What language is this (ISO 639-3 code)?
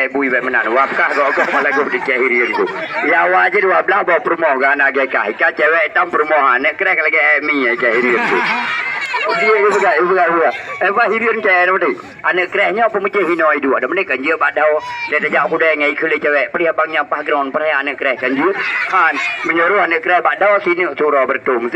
ace